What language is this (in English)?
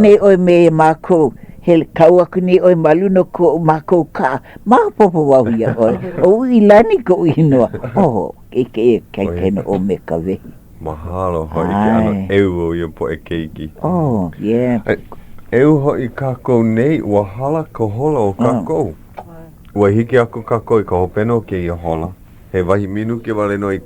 Hawaiian